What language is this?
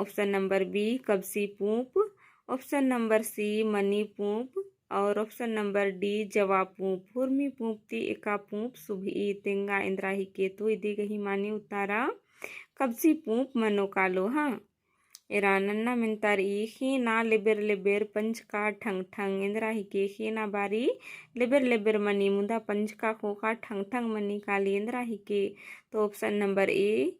Kurukh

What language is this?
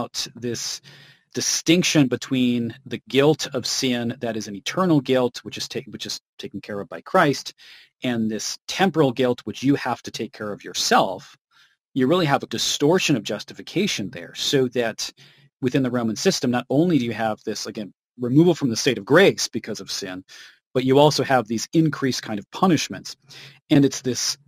English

